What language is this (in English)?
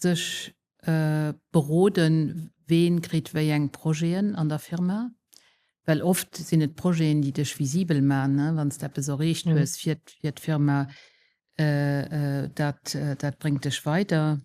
Luxembourgish